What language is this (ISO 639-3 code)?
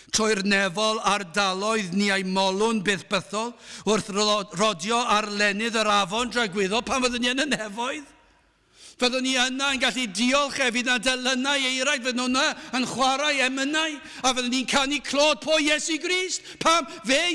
cym